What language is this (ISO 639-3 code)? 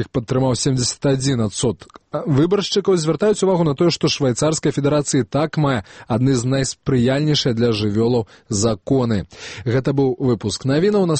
bel